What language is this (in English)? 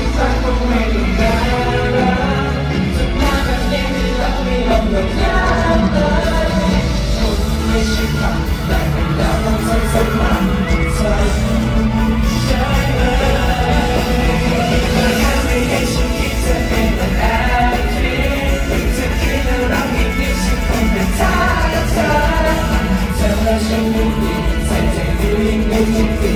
Thai